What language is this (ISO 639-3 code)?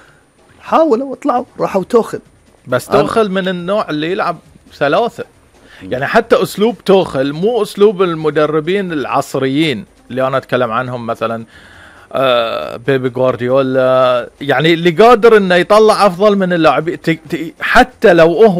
afb